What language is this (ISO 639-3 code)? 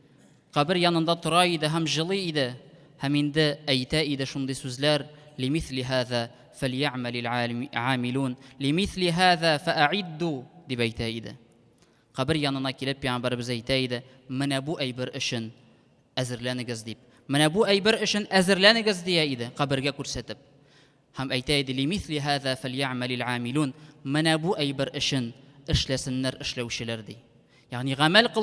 tat